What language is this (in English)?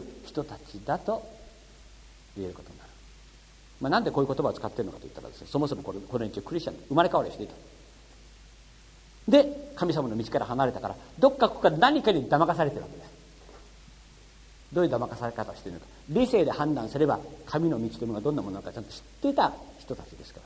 Japanese